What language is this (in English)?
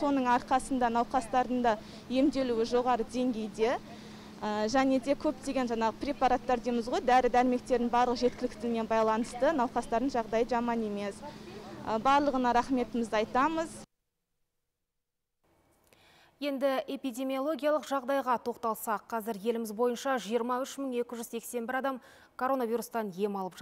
Kazakh